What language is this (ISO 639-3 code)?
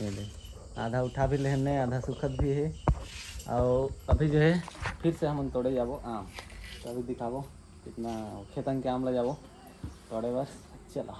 hne